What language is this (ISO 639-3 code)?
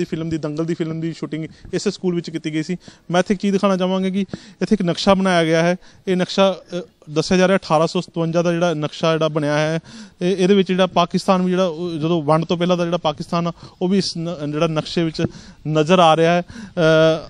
pan